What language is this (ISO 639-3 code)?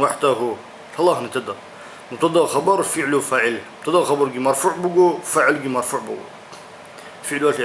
ava